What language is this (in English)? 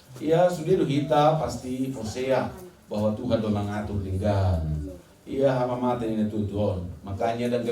Batak Toba